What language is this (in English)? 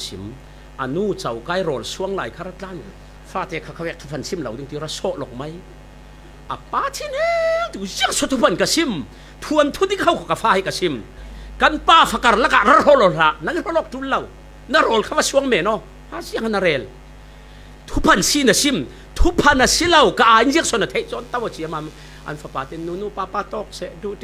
Falam Chin